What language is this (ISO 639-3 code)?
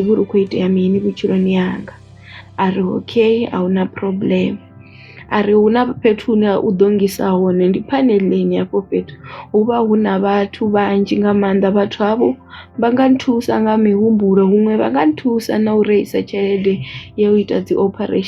ven